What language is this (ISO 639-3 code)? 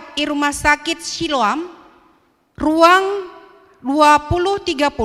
btx